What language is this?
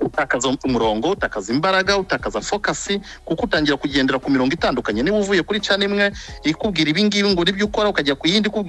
Kinyarwanda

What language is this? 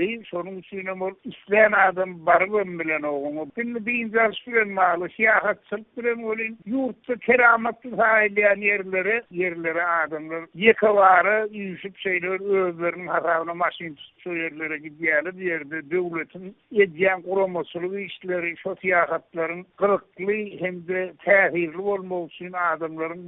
Turkmen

